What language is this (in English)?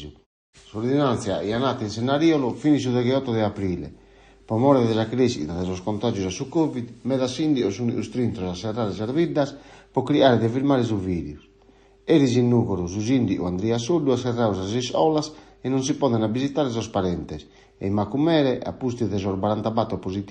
Sardinian